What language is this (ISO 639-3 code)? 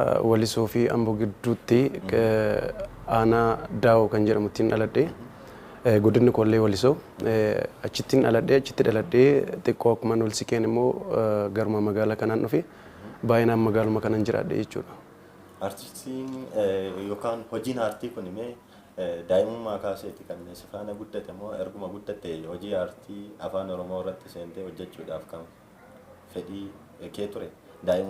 orm